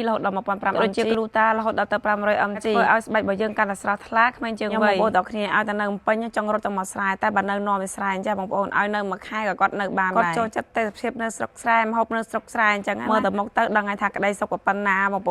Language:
Khmer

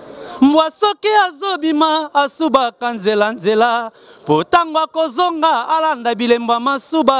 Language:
Lingala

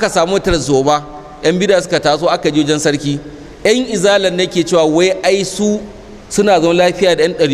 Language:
Hausa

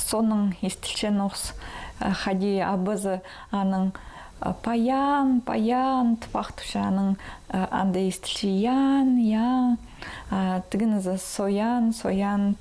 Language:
Khakas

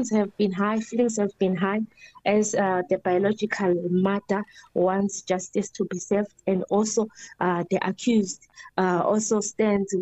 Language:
English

